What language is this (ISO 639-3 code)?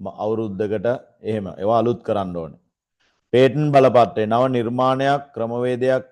sin